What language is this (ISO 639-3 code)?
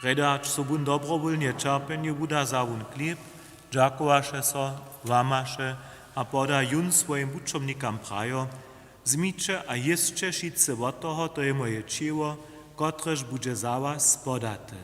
hsb